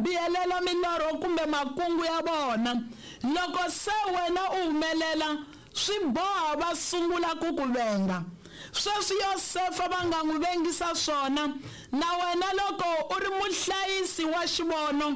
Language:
Tsonga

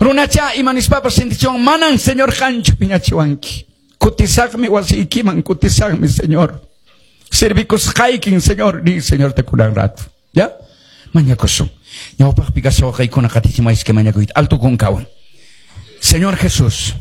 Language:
Quechua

